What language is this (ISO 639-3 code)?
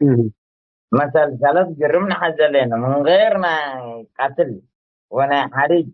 tig